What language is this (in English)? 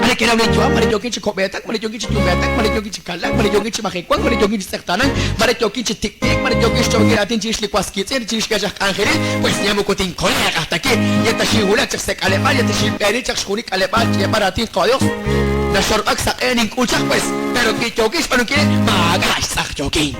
Kekchí